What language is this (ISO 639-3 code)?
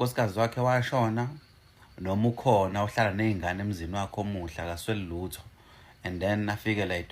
zul